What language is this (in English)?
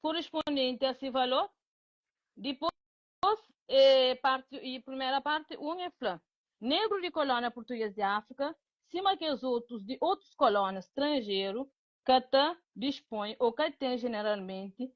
Kabuverdianu